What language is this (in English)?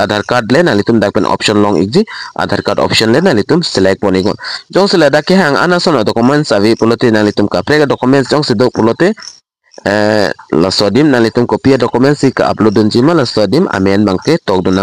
Karbi